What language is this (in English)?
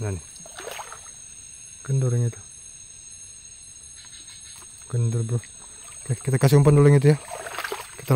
Indonesian